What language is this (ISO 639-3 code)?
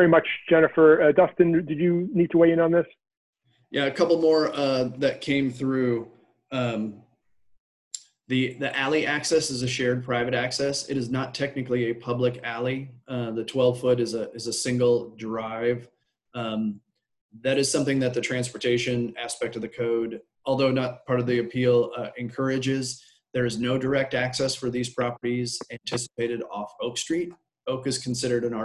eng